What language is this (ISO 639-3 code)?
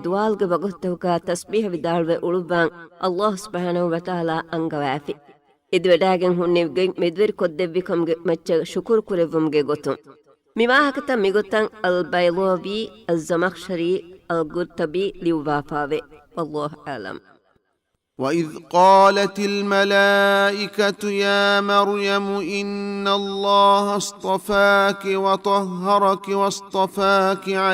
div